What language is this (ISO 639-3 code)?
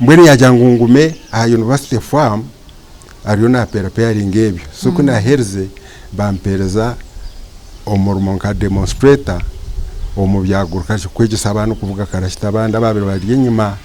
nyn